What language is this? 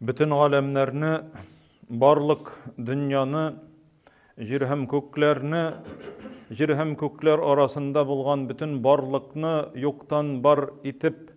Tatar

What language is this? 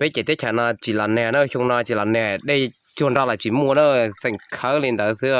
Hmong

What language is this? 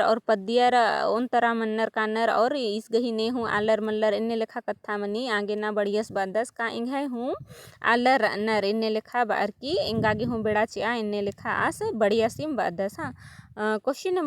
Kurukh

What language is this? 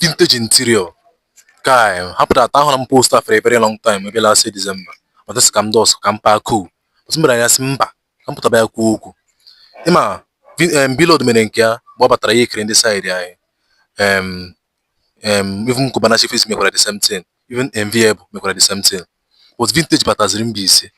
Igbo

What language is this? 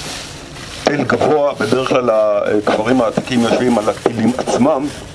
Hebrew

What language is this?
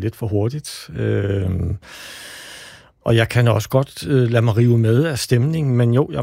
Danish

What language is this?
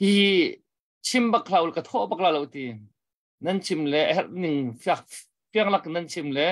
Hakha Chin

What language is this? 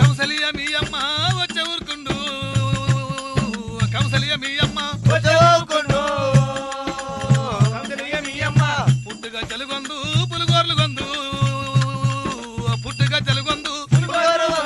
Telugu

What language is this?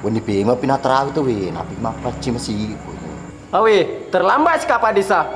Buginese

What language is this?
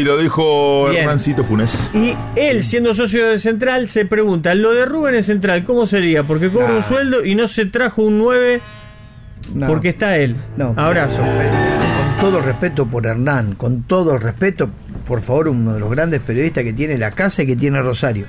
Spanish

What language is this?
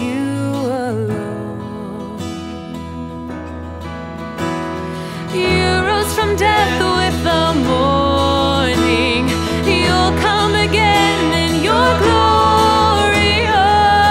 English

